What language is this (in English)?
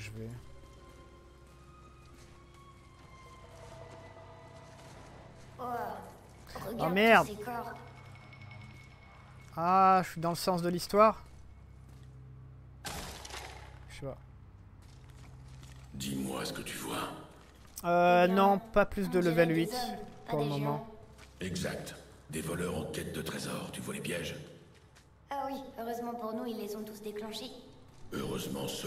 French